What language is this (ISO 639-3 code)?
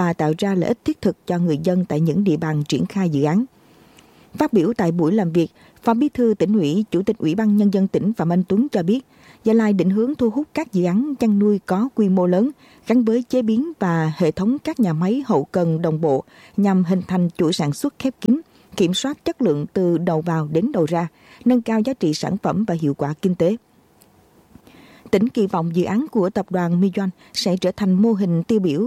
vie